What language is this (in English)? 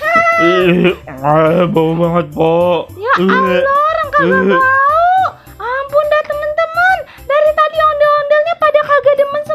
Betawi